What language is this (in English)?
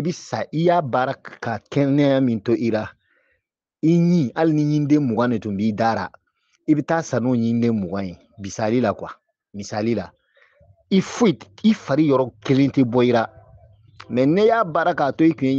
Bambara